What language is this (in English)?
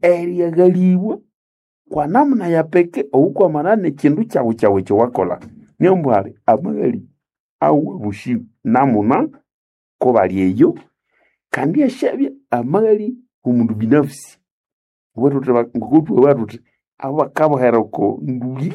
Nande